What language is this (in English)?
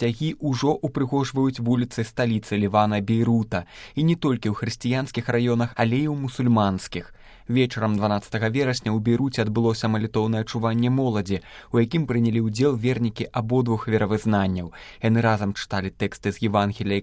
Belarusian